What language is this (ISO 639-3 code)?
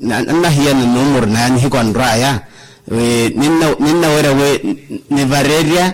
vmw